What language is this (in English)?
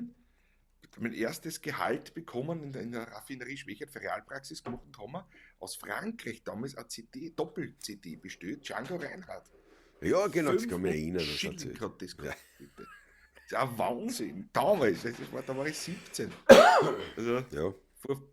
Bavarian